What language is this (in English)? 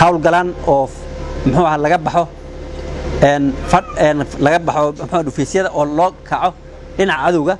Somali